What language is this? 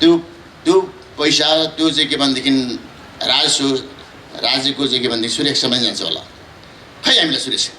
Nepali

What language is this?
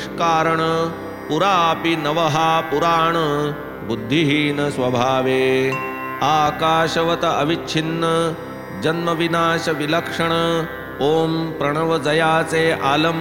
Marathi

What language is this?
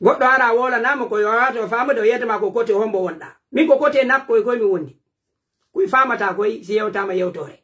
Pular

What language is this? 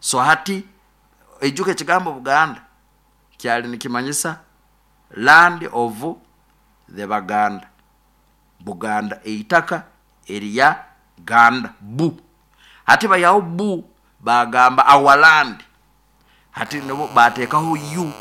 Nyoro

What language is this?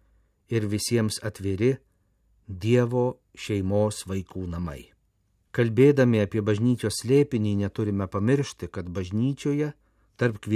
Lithuanian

